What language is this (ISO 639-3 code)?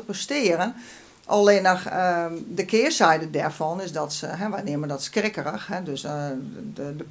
fry